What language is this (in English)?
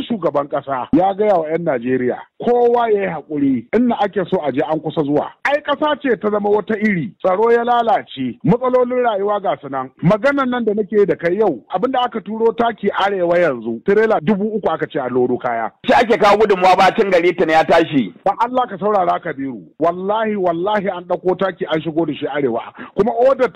Hausa